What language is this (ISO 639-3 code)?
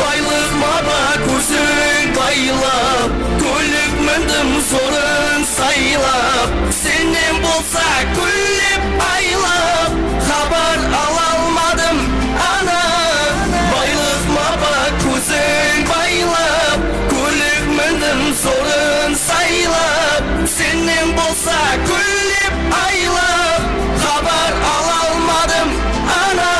kaa